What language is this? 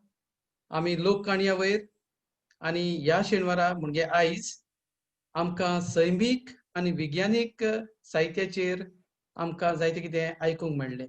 Konkani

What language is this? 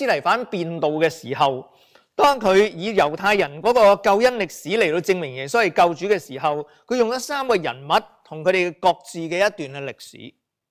Cantonese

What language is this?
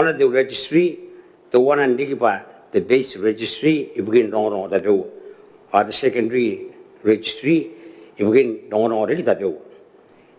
Gilbertese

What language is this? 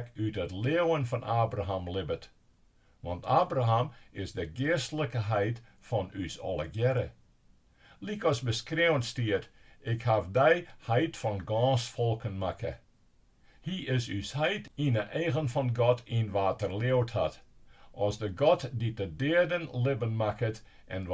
Western Frisian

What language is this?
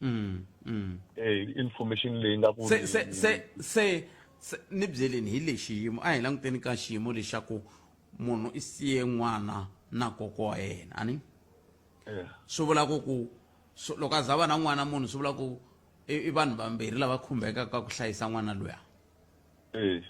Tsonga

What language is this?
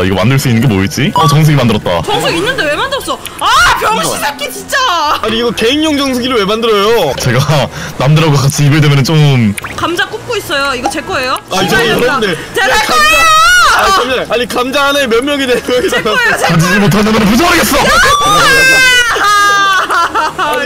Korean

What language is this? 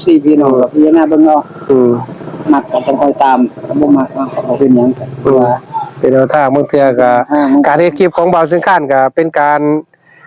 Northeastern Thai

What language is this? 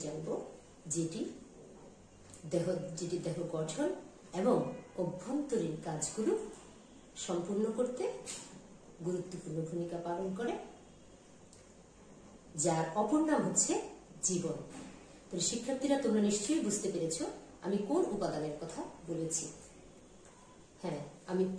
Bangla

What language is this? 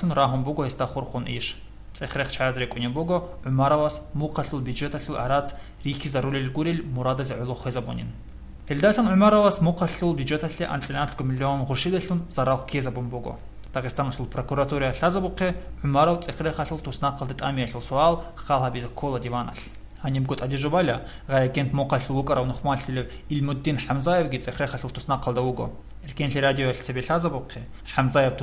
Avaric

